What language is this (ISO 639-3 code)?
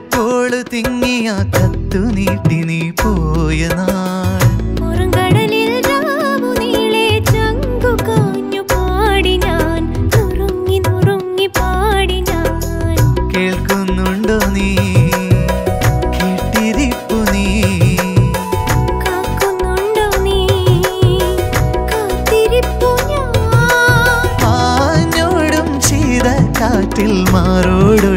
mal